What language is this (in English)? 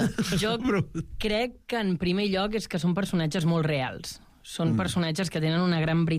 Catalan